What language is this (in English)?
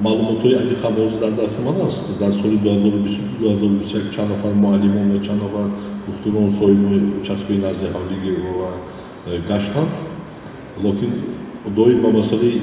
Tajik